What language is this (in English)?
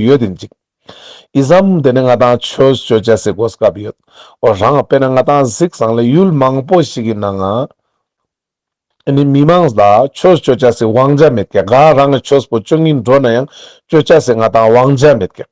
Ladakhi